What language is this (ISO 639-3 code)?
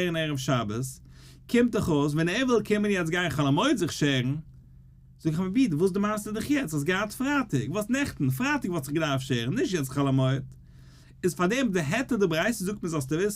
yid